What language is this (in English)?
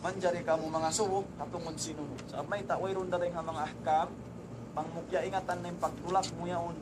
Tausug